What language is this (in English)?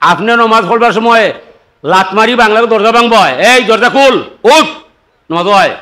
Sylheti